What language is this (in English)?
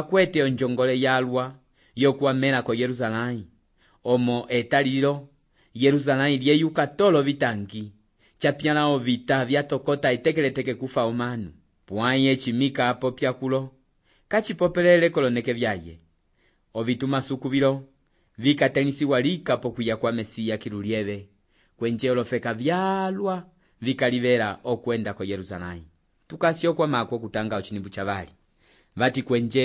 Umbundu